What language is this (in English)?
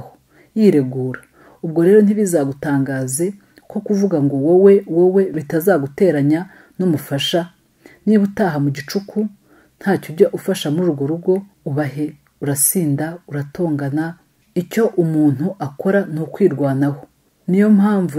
Kinyarwanda